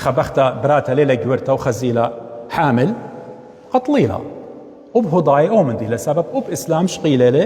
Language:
Assyrian Neo-Aramaic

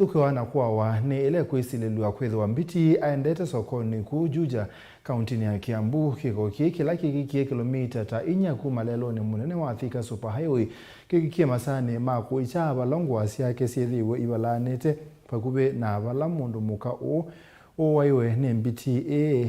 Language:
Kamba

